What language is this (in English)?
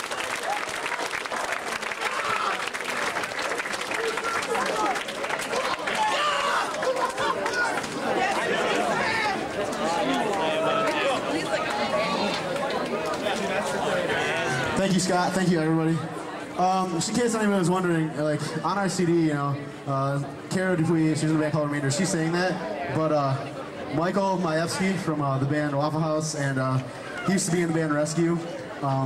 English